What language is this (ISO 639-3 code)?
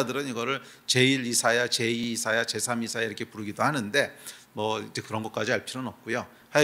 kor